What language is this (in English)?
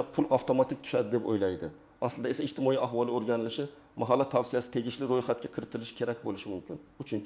Uzbek